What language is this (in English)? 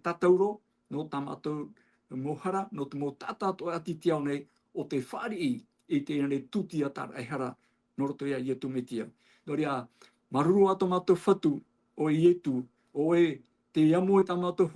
Tahitian